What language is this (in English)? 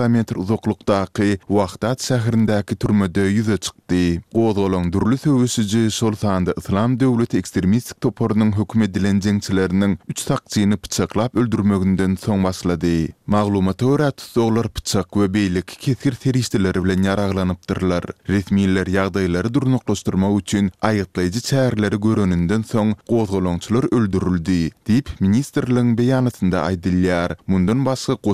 Turkmen